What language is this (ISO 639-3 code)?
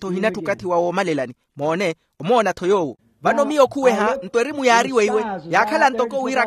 vmw